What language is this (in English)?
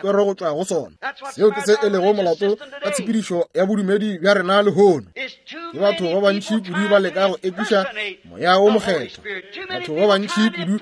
Northern Sotho